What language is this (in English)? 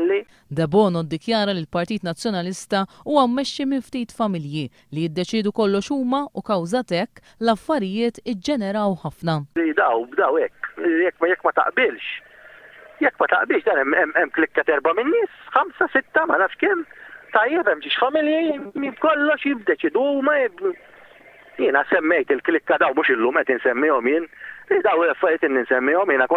Maltese